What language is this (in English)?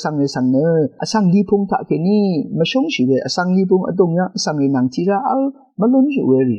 Rawang